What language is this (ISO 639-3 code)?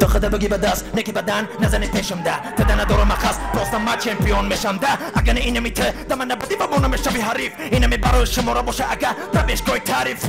tgk